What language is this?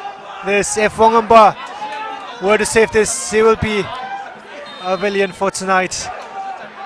Tangkhul Naga (India)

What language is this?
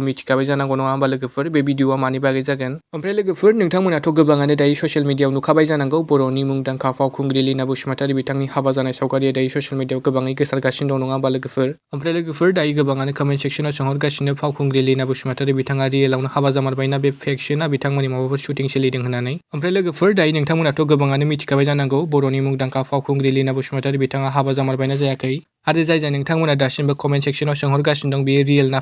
Bodo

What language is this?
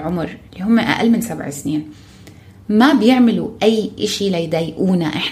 North Levantine Arabic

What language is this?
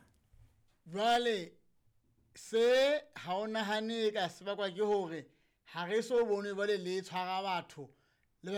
Southern Sotho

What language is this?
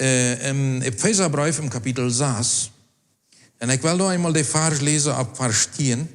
Plautdietsch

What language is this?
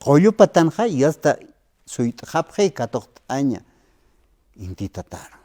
Aymara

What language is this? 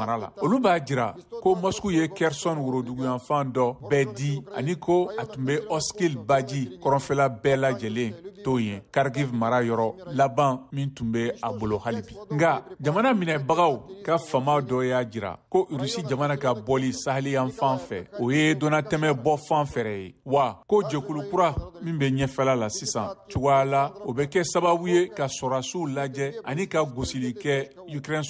Bambara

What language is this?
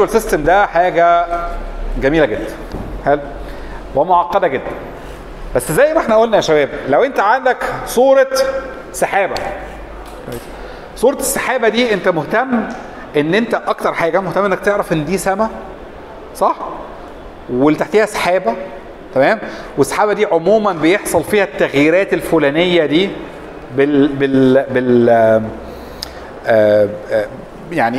Egyptian Arabic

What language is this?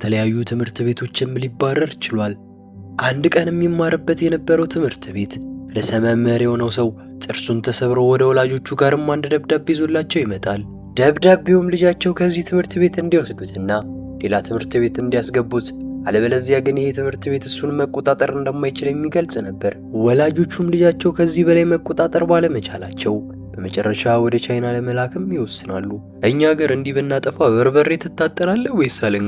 Amharic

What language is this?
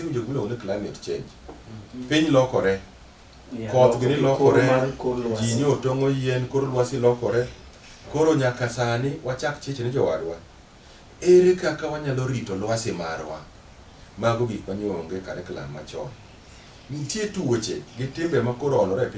Luo (Kenya and Tanzania)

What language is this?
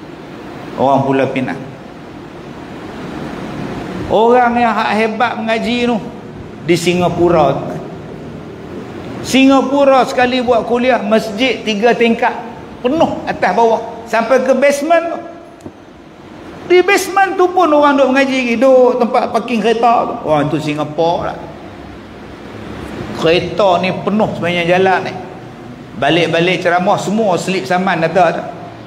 Malay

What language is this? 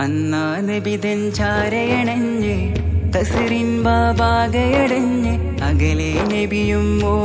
Malayalam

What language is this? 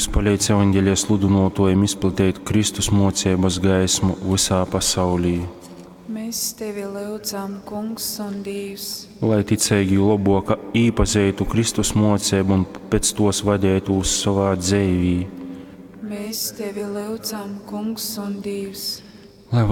Latgalian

